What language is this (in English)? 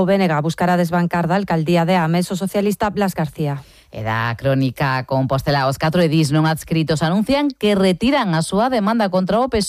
Galician